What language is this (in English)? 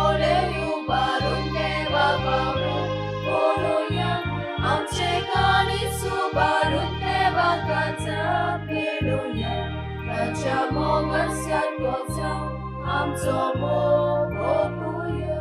Konkani